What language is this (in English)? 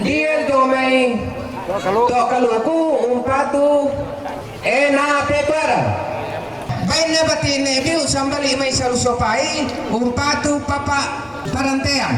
Toraja-Sa'dan